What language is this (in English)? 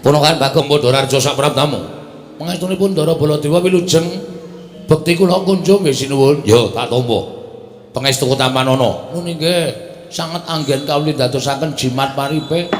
Javanese